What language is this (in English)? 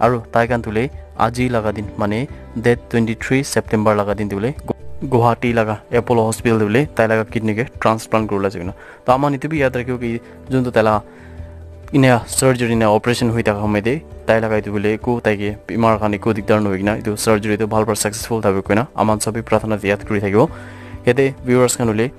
Naga Pidgin